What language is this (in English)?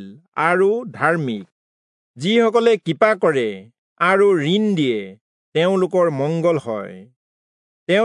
Assamese